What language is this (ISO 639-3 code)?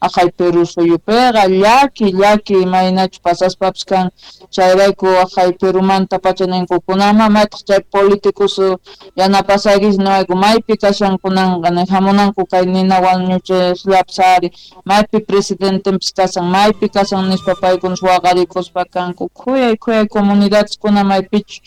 quh